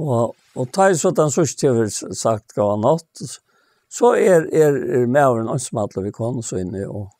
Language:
Faroese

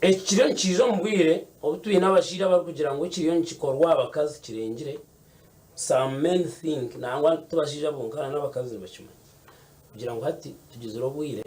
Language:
Nyankole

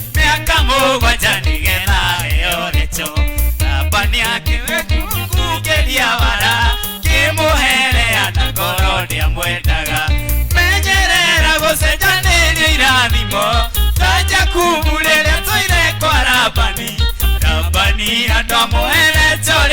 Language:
Kikuyu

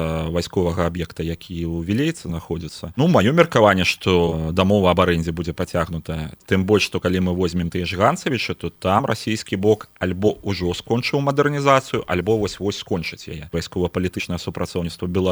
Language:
Belarusian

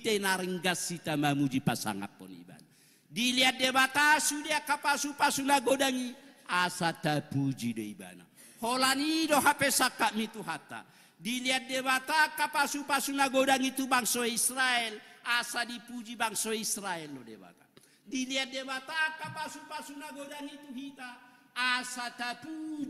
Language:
Batak Toba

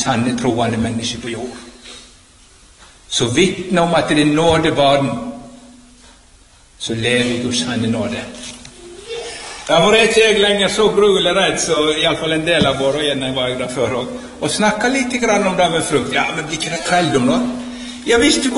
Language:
Norwegian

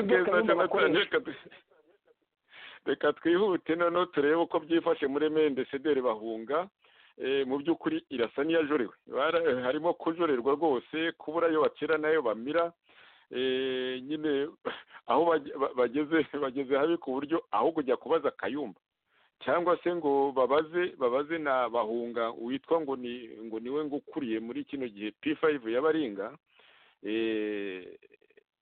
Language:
Kinyarwanda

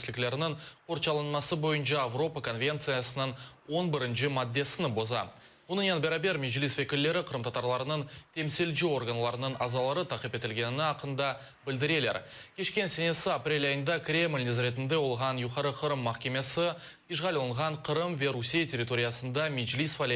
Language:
Crimean Tatar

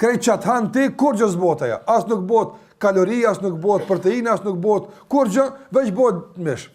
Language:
Albanian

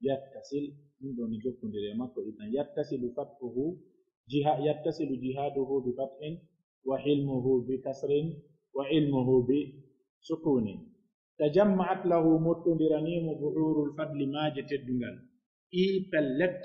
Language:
Pular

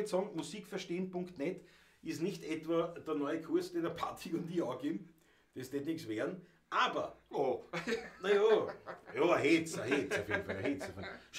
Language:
Bavarian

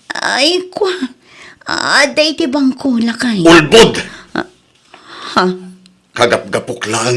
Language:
Iloko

